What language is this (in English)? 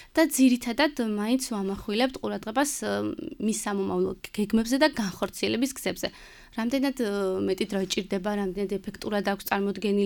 Georgian